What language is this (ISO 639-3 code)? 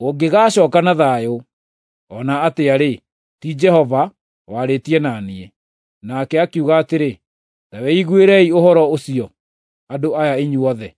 kik